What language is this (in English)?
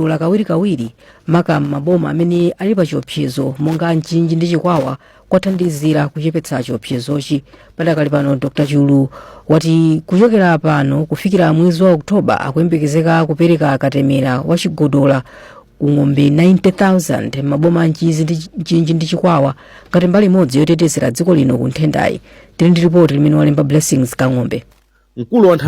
Nyanja